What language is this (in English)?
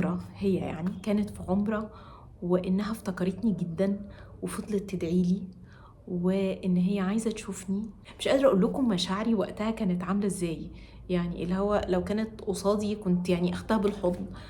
Egyptian Arabic